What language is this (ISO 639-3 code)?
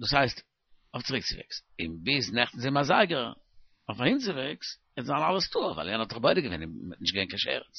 yid